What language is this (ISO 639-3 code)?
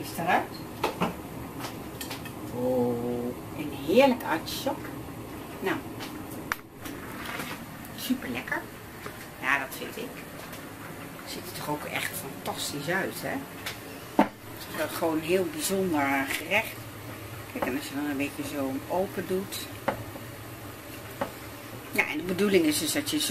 nld